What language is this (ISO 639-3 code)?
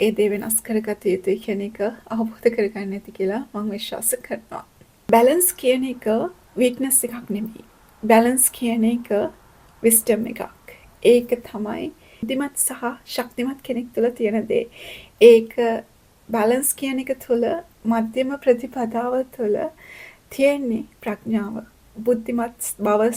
sin